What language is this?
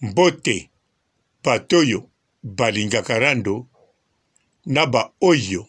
Lingala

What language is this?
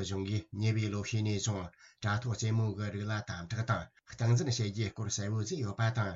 Tibetan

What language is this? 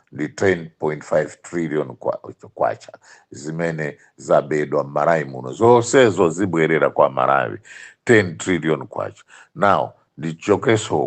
Nyanja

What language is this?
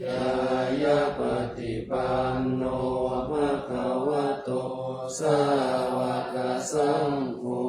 Pali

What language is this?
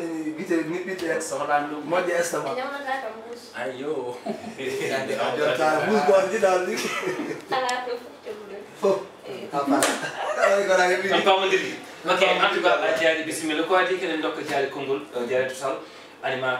Fula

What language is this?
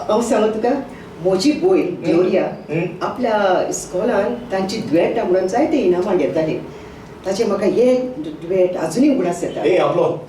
Konkani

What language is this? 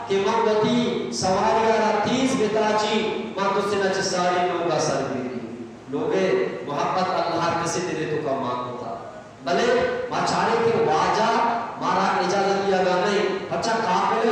Eastern Balochi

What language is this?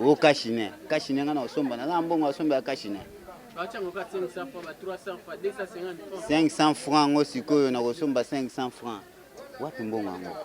Lingala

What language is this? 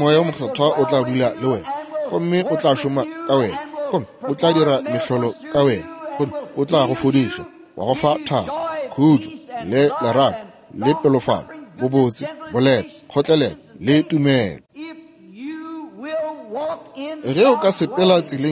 Northern Sotho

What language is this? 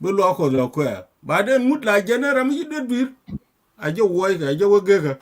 Nuer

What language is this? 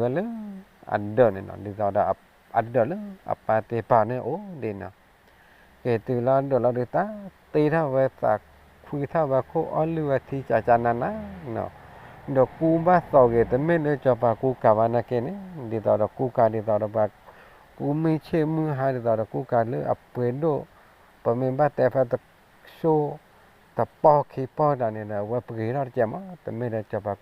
S'gaw Karen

